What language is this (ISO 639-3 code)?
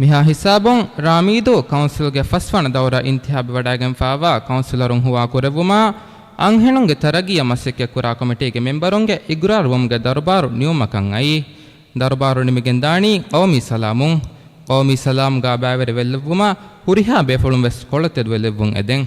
div